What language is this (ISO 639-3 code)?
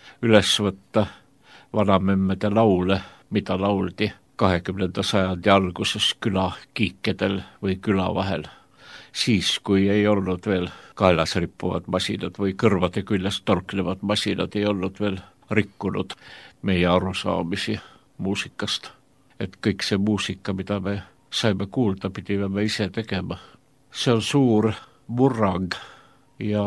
est